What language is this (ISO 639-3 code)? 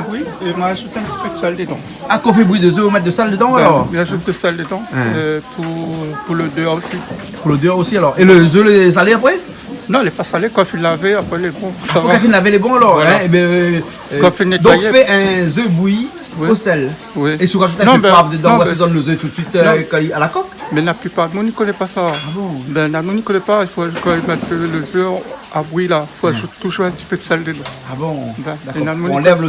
rcf